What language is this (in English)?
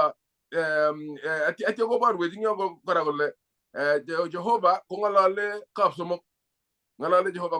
Kalenjin